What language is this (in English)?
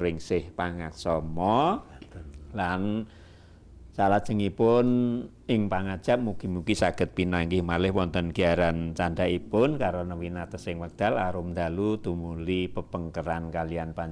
Javanese